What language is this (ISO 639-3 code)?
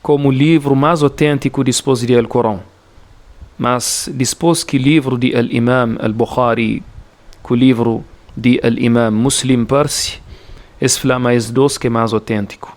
kea